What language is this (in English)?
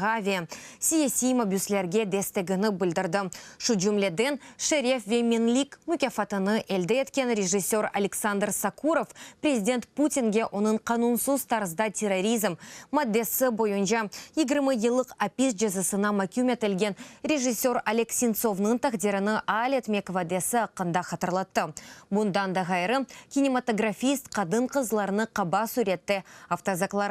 Crimean Tatar